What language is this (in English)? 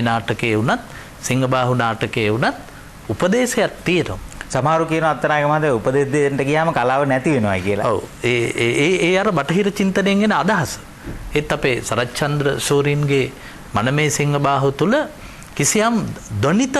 Sinhala